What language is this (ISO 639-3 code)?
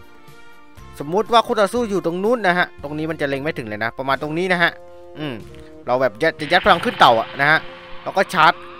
tha